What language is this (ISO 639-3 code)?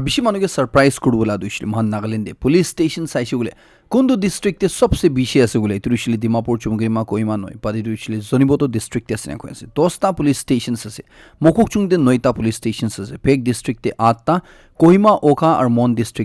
nag